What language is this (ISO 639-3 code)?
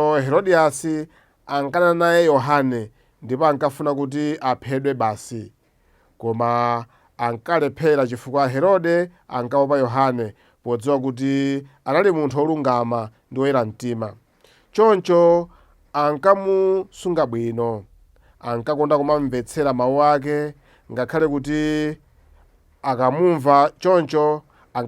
nya